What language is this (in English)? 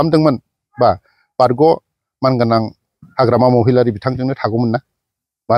Bodo